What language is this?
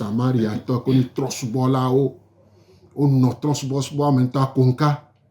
Gen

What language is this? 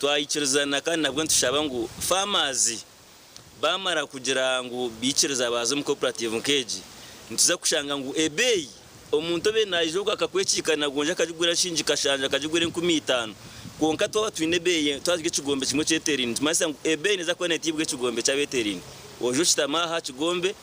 Nyankole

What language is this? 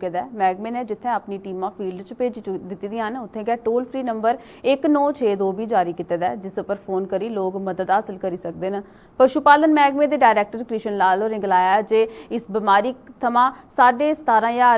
Dogri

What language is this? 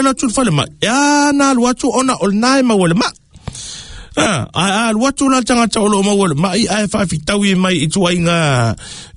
Samoan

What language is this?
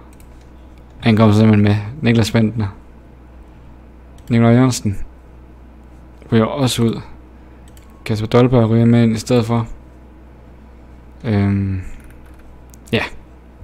Danish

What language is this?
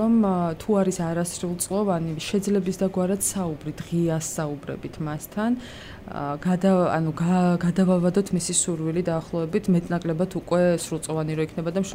Georgian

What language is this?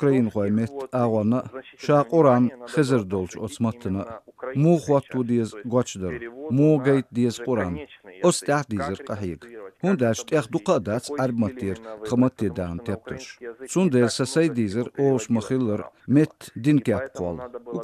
Chechen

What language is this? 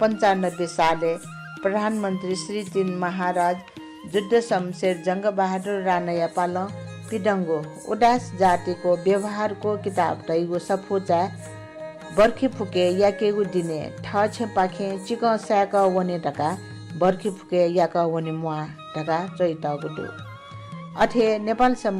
Newari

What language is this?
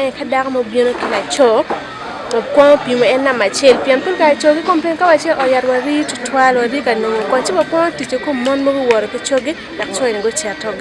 Acoli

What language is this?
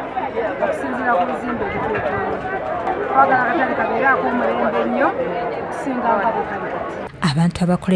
Ganda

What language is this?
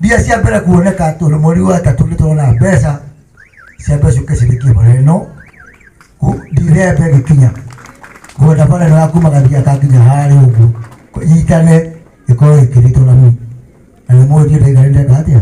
Kikuyu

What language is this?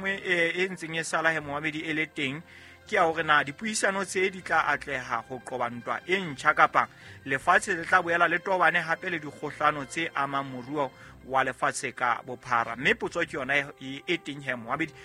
Southern Sotho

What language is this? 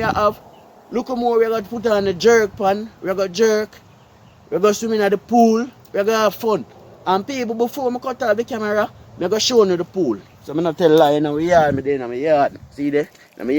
Jamaican Creole English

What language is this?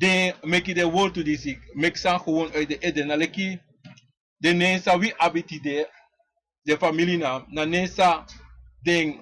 Sranan Tongo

